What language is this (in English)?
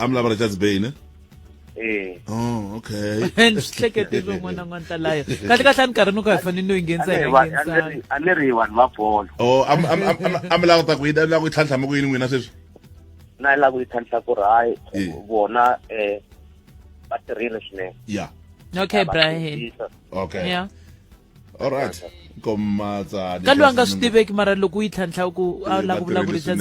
Tsonga